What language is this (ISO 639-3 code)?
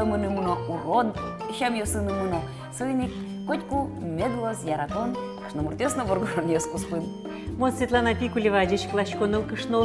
udm